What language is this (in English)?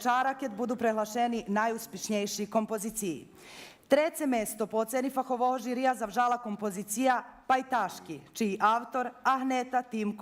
Rusyn